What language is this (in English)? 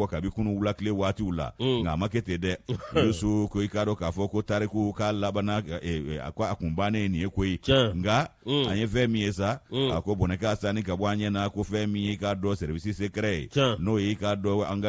Bambara